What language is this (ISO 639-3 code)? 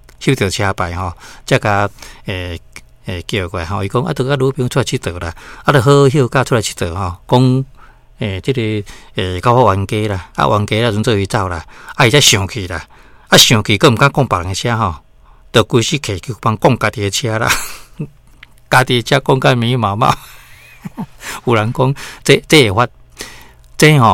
nan